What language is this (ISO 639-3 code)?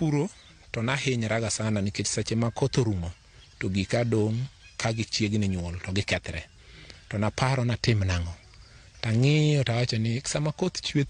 luo